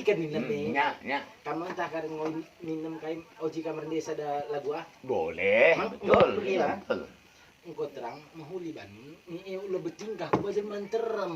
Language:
Batak Karo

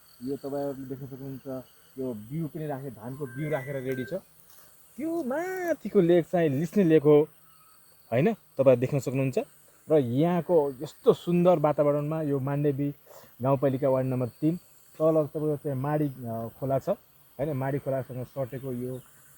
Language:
Nepali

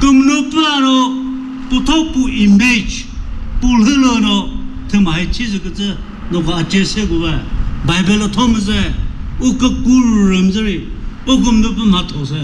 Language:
Chokri Naga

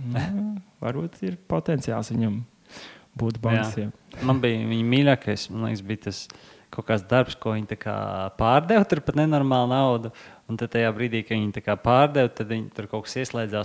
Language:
Latvian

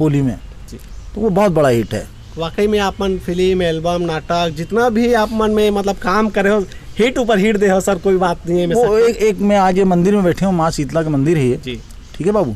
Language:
Chhattisgarhi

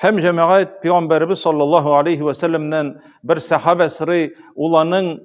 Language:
Tatar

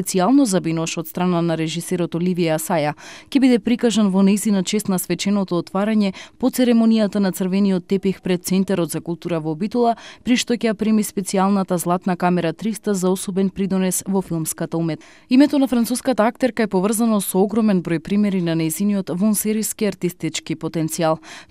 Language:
Macedonian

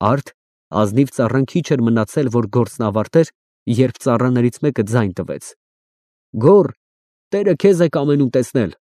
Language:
Armenian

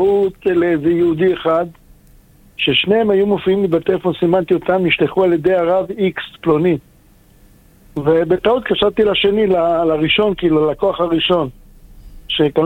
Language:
Hebrew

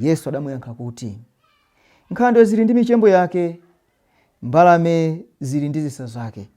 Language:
Nyanja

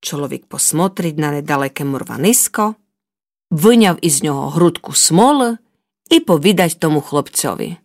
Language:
Rusyn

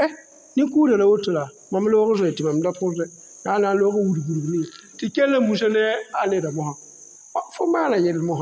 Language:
Mossi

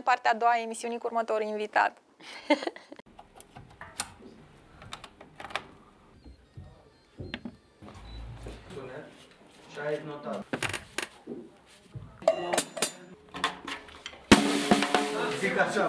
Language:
Romanian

